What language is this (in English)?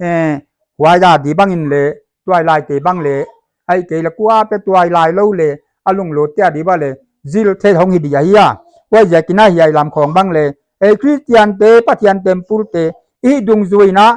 Paite Chin